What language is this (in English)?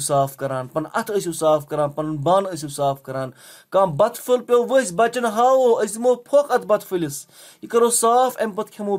Kashmiri